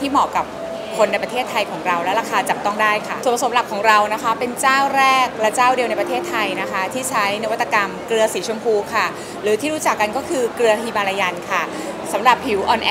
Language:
Thai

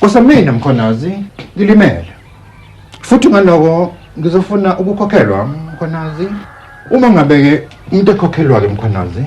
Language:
Zulu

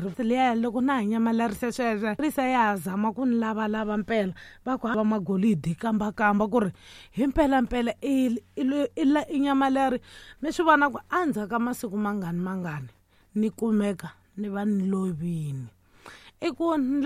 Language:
Tsonga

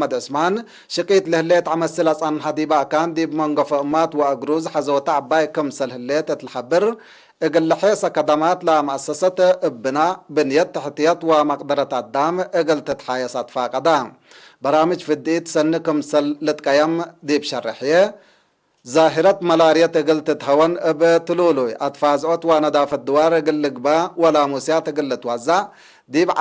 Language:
Tigre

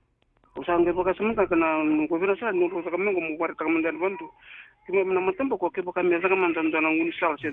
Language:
Fijian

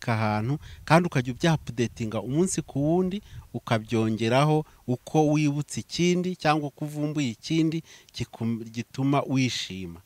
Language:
Kinyarwanda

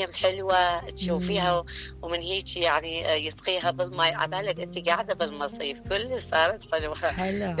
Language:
Mesopotamian Arabic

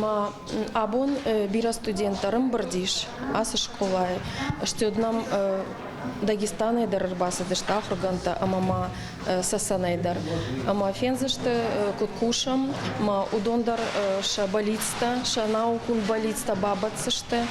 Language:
Ossetic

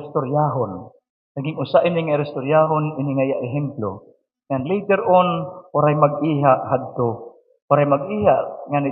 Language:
Waray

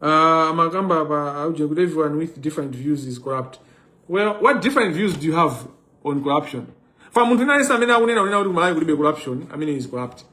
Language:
Nyanja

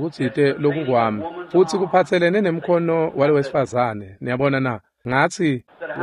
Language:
Swati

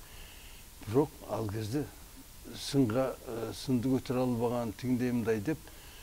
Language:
Kyrgyz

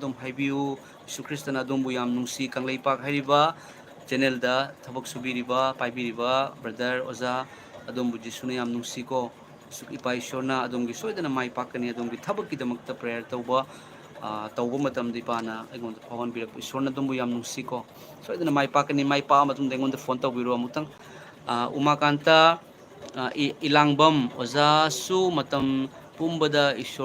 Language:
Manipuri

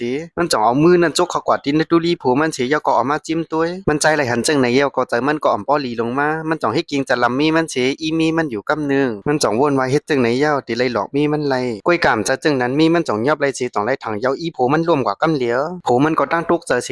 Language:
Shan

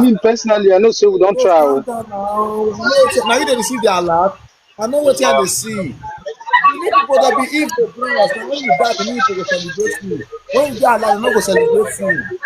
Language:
Nigerian Pidgin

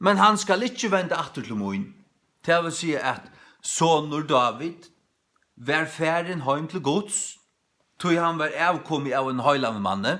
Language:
Faroese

